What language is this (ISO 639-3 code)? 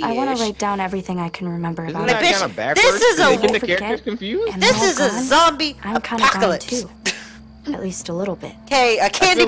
eng